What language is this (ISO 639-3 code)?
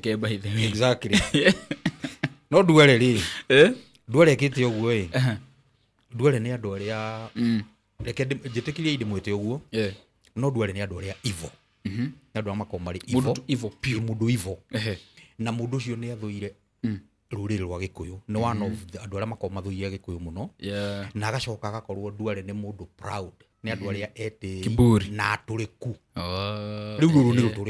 kik